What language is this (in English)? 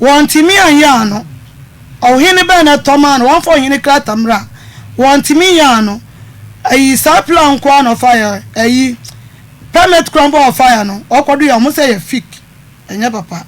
Akan